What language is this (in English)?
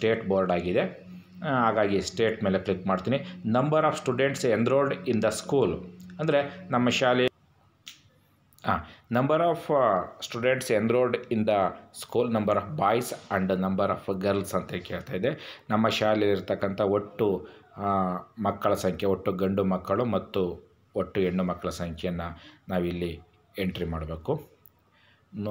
Kannada